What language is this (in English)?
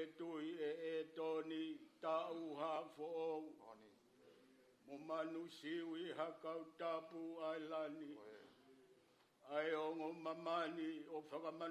Tongan